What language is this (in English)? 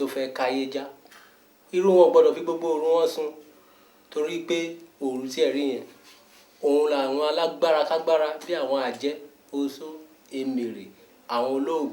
Yoruba